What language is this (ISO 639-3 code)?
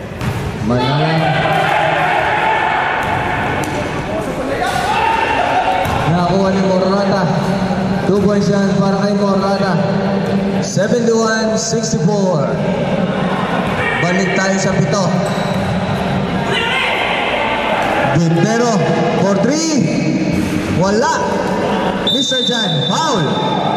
fil